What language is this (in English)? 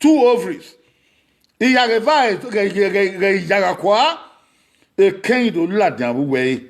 Bini